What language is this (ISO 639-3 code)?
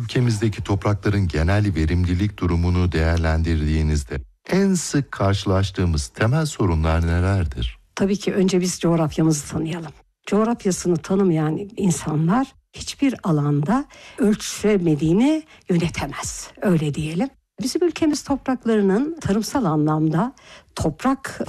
tur